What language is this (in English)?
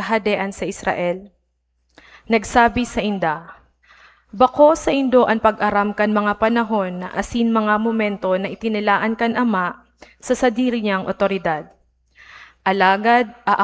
Bikol